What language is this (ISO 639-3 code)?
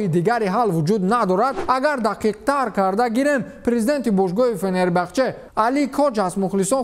tgk